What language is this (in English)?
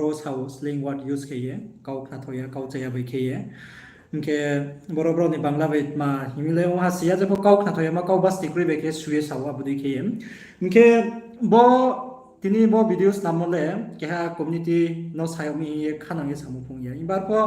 Riang (India)